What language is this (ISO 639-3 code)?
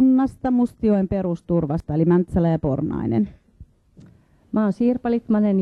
fin